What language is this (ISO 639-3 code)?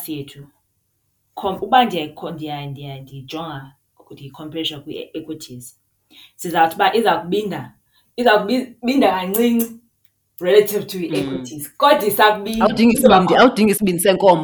xho